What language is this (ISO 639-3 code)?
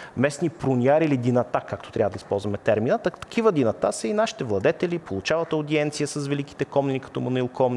bul